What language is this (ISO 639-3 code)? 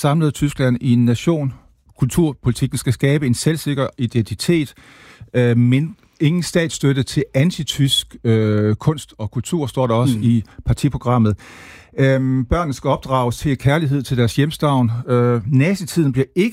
dan